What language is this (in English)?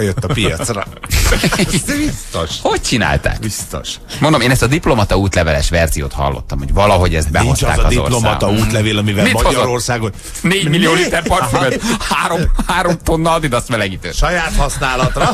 Hungarian